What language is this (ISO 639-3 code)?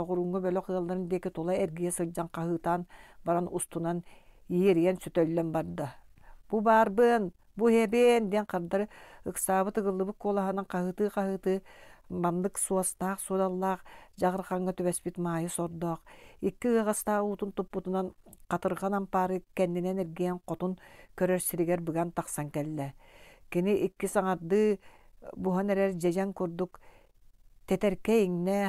sah